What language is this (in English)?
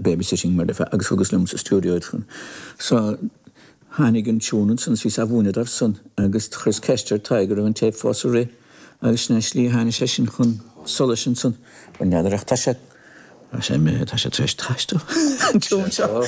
Irish